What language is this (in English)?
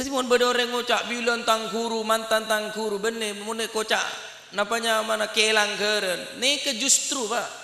Madurese